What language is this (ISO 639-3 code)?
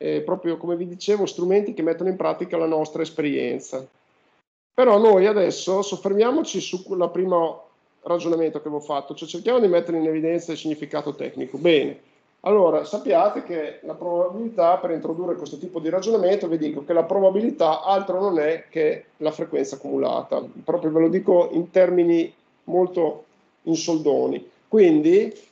ita